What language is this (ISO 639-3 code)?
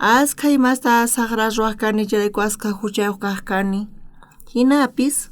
quh